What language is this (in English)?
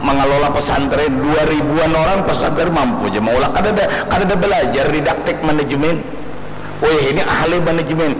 Banjar